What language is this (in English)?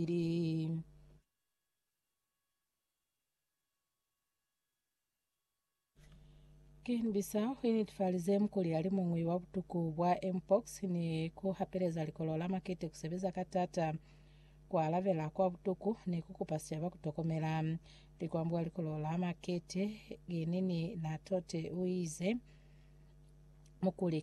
Lozi